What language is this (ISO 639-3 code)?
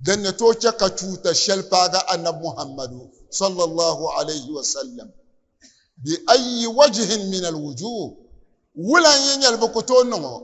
dag